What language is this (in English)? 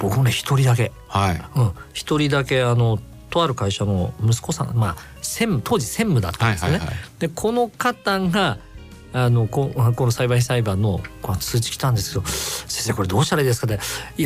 Japanese